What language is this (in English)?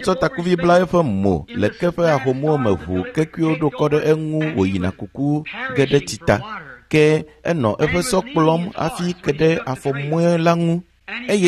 Ewe